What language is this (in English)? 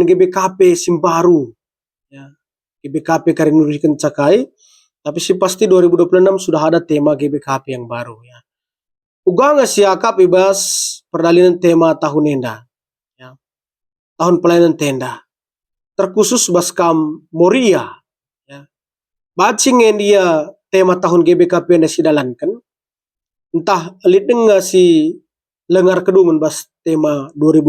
Batak Karo